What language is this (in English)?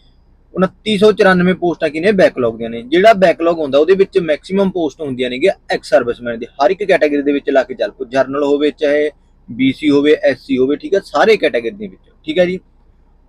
Punjabi